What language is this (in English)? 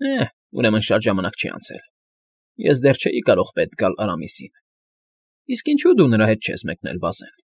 Armenian